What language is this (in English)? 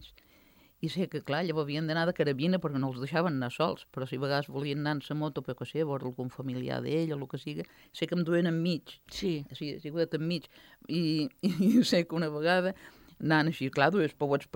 Catalan